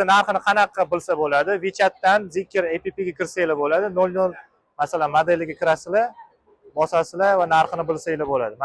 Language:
Uzbek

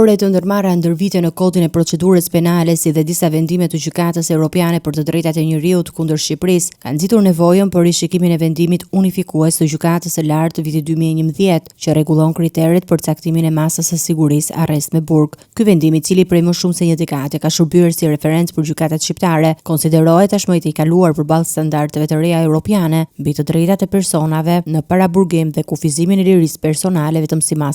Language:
Albanian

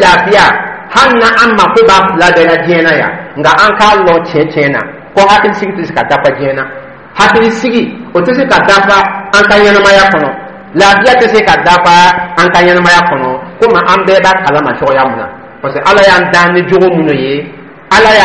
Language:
Dyula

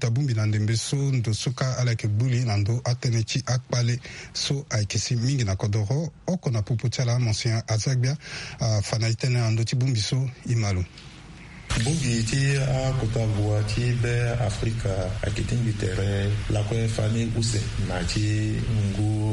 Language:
Sango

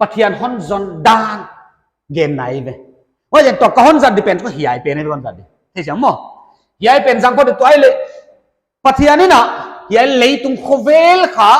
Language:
Paite Chin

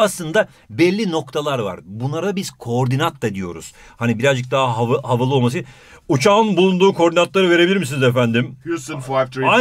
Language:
Turkish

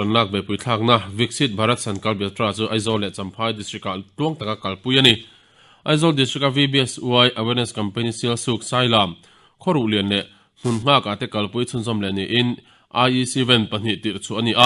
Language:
Mizo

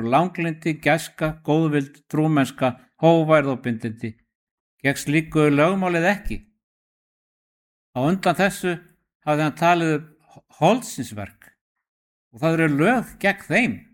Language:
Icelandic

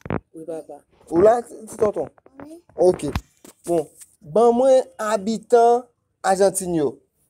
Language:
Haitian Creole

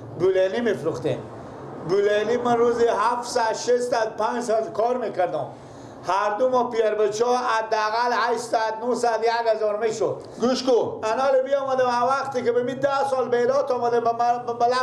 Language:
Persian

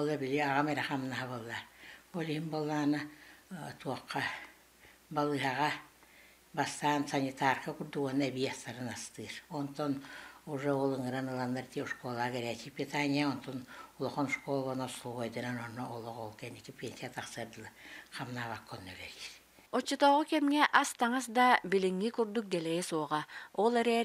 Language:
Yakut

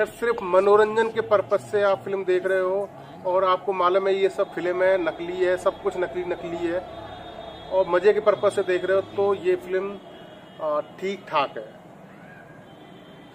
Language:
Hindi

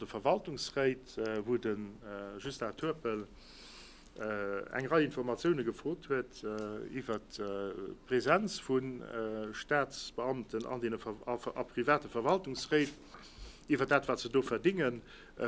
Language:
Luxembourgish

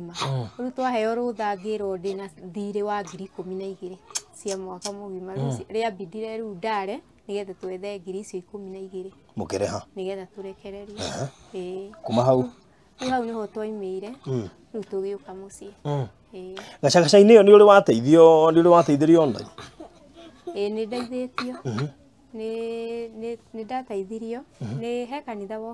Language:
Kikuyu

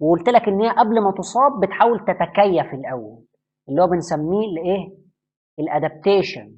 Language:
Egyptian Arabic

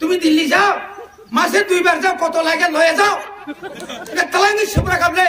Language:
Kok Borok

